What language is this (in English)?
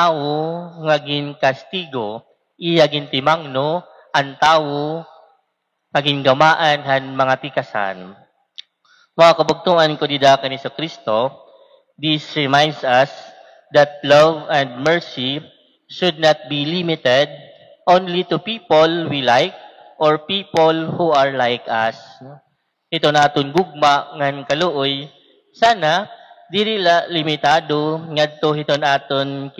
Waray